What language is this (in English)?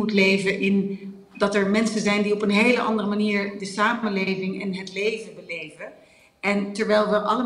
Dutch